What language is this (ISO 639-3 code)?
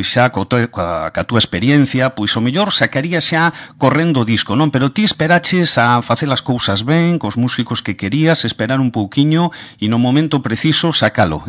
glg